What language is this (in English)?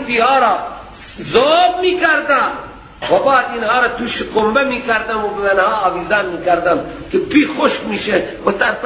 Persian